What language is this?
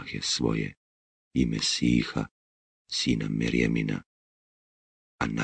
Bosnian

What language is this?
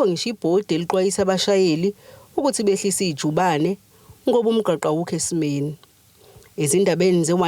Zulu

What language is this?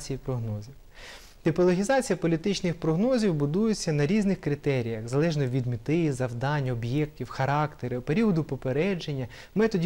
Ukrainian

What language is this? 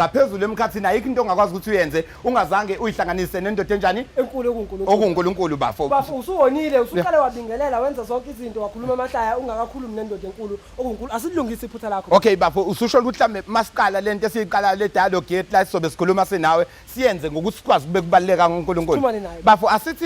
Zulu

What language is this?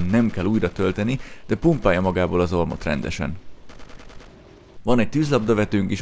Hungarian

